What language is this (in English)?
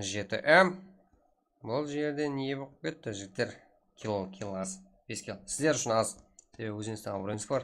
Kara-Kalpak